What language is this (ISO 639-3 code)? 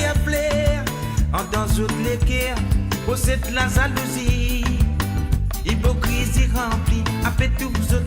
mfe